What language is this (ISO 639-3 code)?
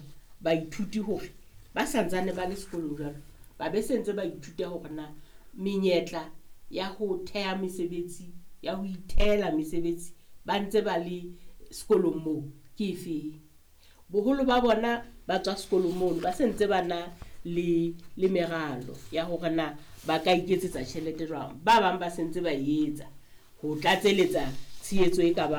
sot